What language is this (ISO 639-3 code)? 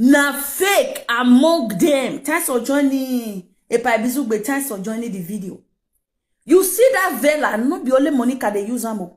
pcm